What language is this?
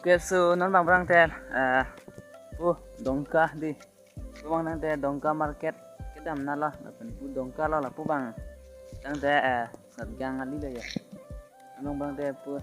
Karbi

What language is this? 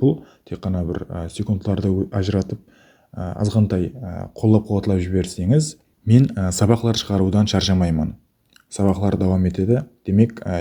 Kara-Kalpak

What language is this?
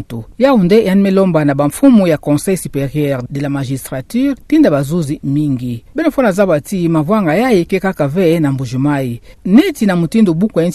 Kituba (Democratic Republic of Congo)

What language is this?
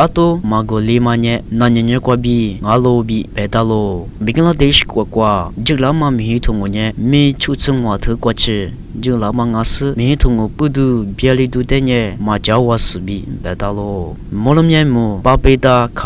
Lisu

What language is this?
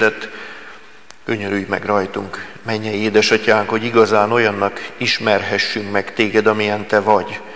Hungarian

